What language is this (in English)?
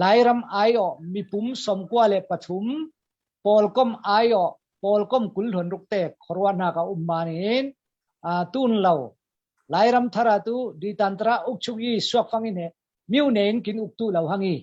Falam Chin